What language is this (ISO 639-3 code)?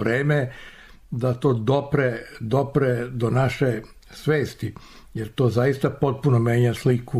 srp